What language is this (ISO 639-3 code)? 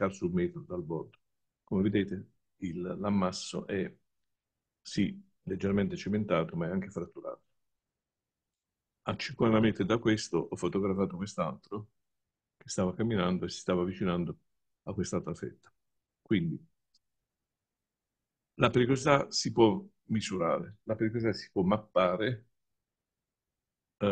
ita